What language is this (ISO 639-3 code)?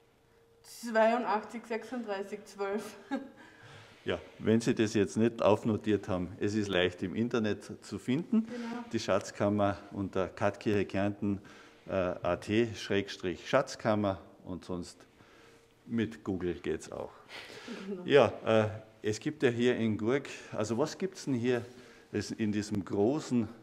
deu